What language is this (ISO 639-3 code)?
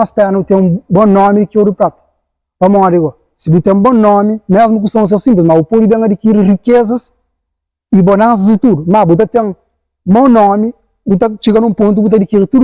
kea